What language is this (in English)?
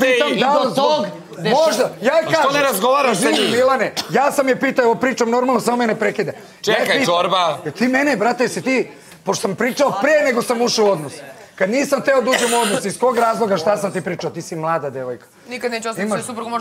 Serbian